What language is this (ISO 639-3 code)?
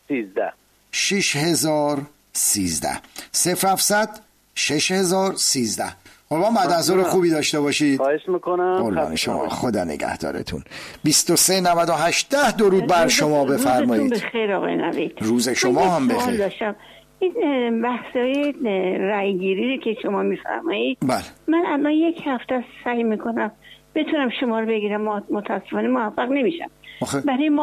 fas